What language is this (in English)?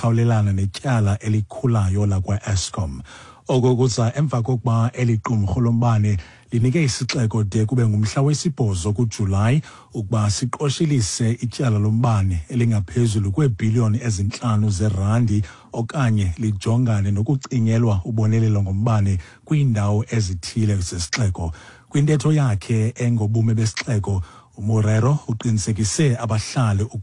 Xhosa